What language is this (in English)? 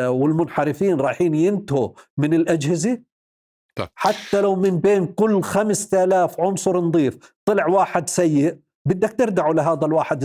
North Levantine Arabic